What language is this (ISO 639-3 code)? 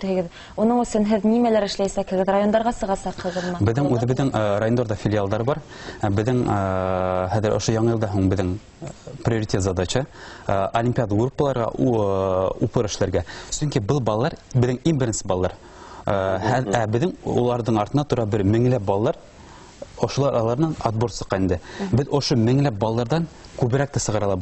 bak